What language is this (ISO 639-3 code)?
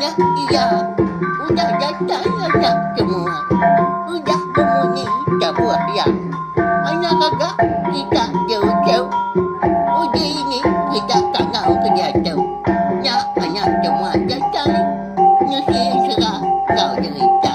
iba